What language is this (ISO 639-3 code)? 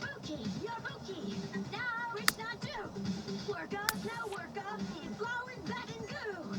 bar